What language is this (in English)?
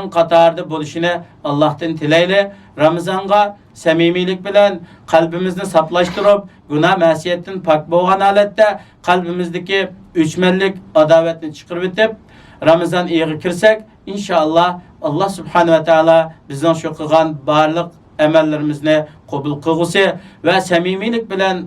Uyghur